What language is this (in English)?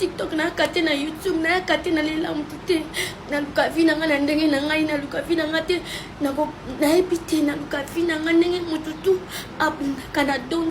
Lingala